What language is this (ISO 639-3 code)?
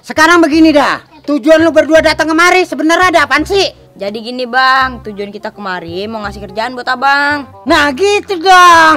bew